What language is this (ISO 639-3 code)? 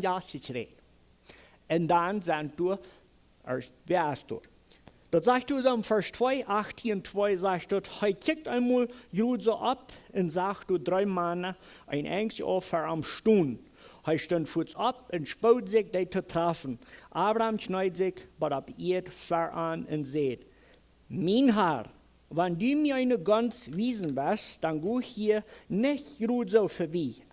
pdt